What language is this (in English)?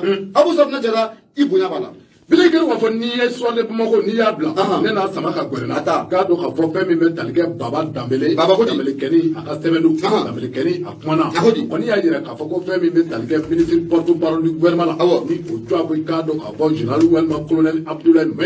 Bambara